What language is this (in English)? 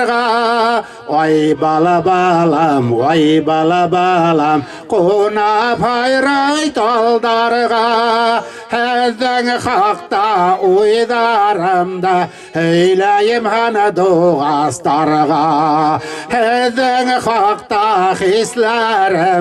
Bashkir